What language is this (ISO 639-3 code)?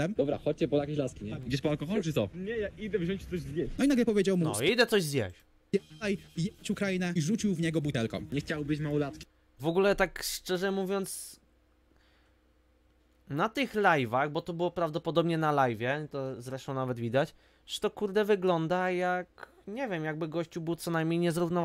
pol